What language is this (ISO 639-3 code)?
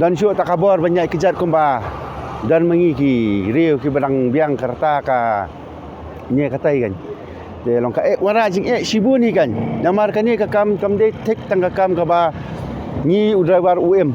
kha